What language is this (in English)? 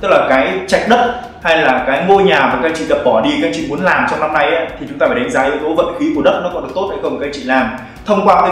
Vietnamese